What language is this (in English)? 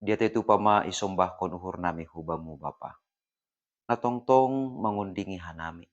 Batak Simalungun